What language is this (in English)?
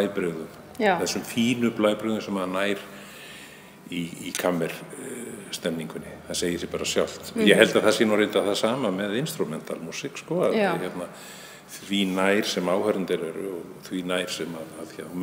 Icelandic